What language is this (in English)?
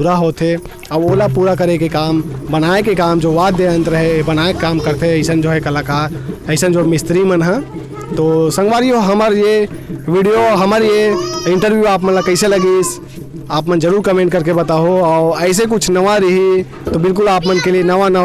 Chhattisgarhi